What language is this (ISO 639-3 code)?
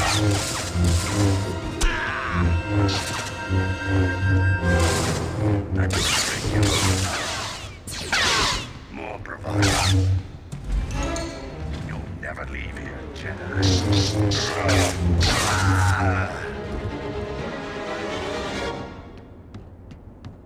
eng